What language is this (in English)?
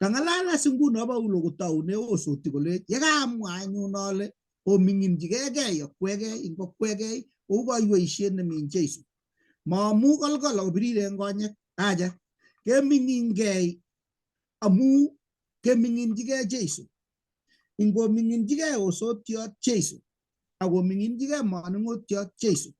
Kalenjin